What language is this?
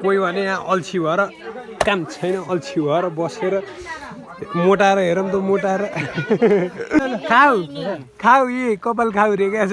Nepali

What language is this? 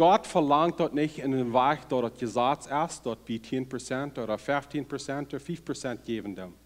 Plautdietsch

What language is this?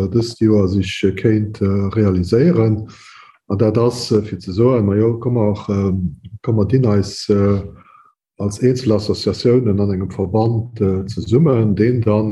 Luxembourgish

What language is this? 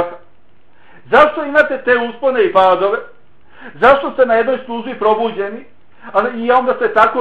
Bosnian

